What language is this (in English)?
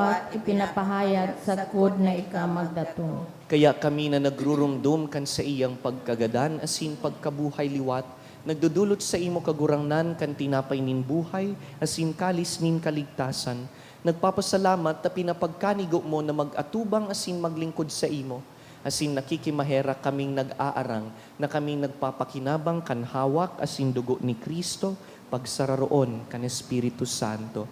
Bikol